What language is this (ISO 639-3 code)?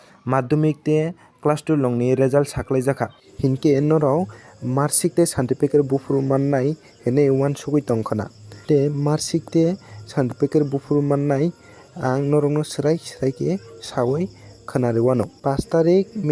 trp